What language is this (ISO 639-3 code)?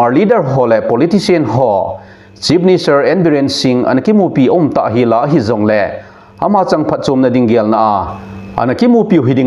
tcz